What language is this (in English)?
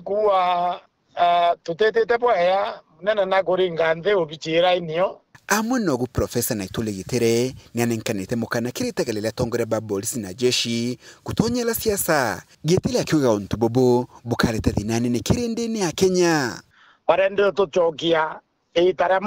Meru